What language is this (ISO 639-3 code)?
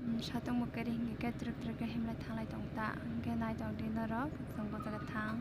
trp